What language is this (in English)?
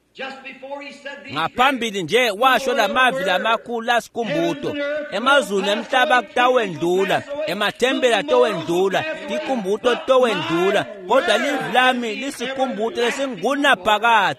Swati